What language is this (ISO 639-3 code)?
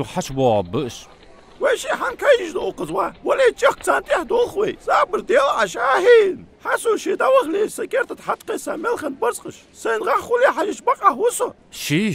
inh